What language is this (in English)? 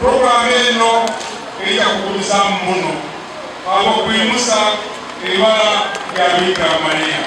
Nyankole